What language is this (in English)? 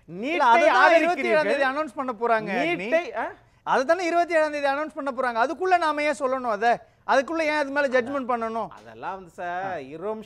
Tamil